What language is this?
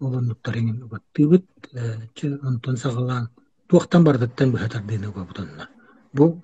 Yakut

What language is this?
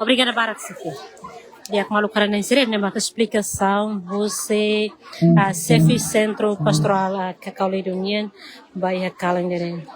Tetum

